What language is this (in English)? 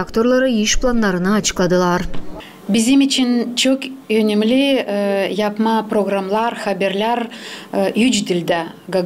Gagauz